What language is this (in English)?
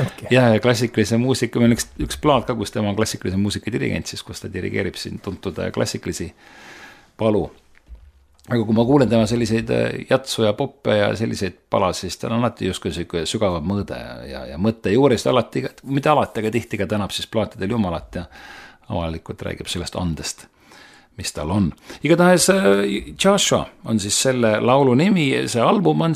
Estonian